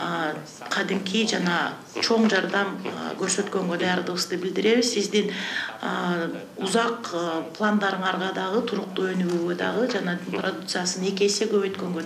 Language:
Kyrgyz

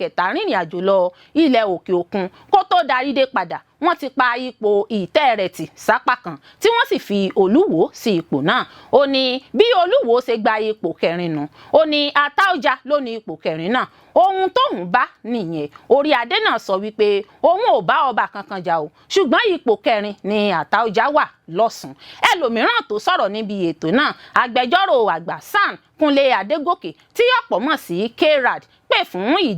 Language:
Yoruba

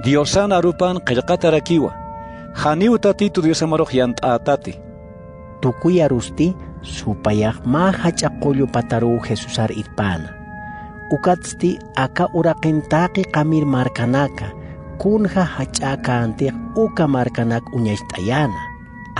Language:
Aymara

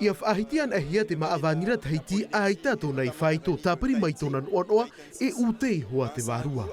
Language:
Tahitian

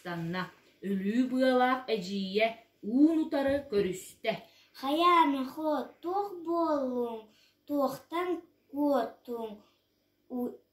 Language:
Yakut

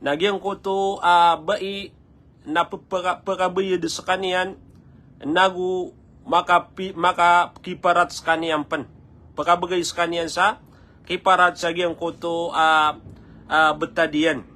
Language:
Maranao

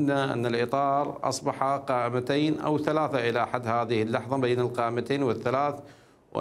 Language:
Mesopotamian Arabic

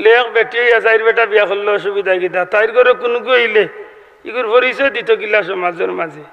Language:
Sylheti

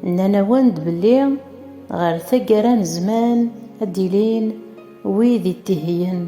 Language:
Kabyle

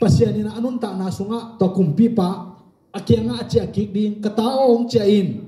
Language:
Tedim Chin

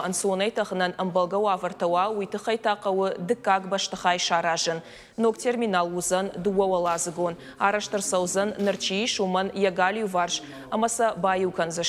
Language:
Ossetic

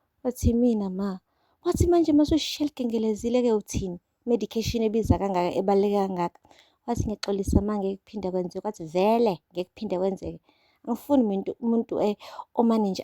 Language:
Zulu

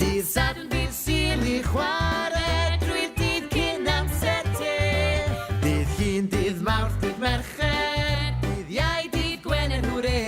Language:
Welsh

